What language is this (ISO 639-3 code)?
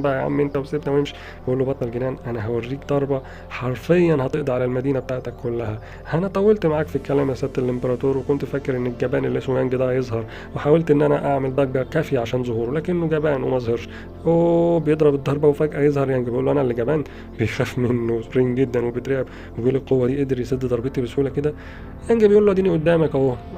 arz